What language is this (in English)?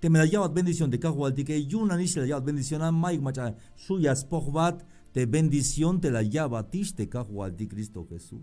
Tzeltal